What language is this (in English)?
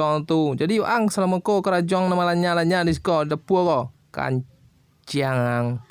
Minangkabau